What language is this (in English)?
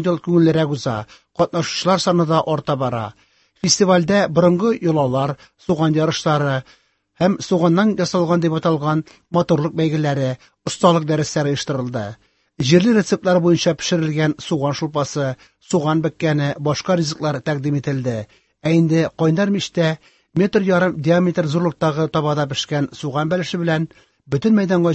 Tatar